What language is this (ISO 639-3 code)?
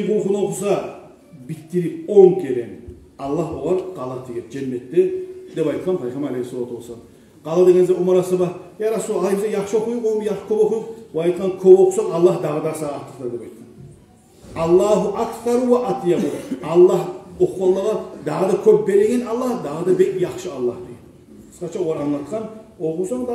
kum